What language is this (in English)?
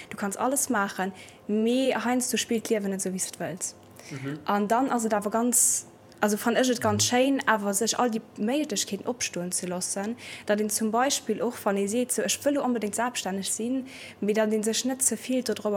Luxembourgish